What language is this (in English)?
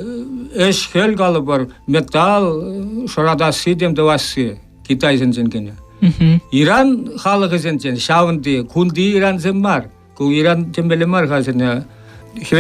Chuvash